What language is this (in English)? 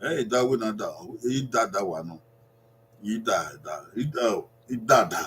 Bini